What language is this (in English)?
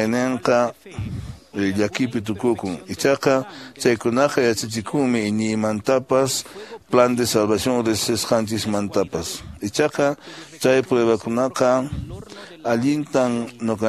Quechua